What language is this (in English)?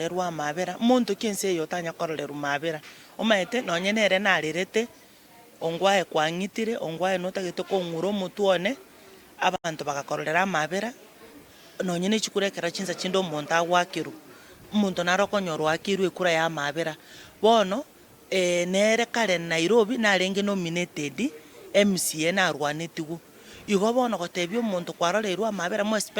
Gusii